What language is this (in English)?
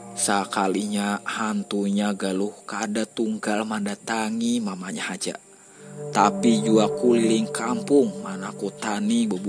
Banjar